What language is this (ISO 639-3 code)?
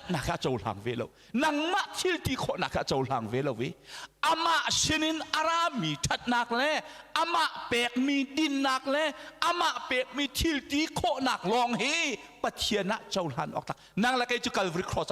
cnh